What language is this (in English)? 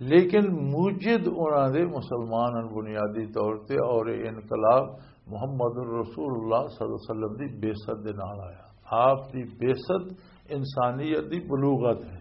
Western Panjabi